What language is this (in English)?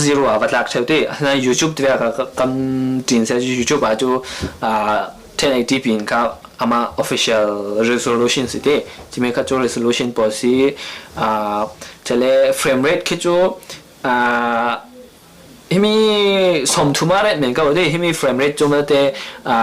Falam Chin